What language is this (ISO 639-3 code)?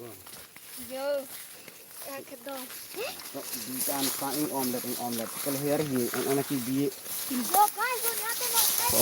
mjw